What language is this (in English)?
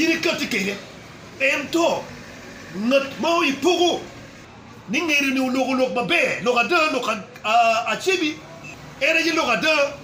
Acoli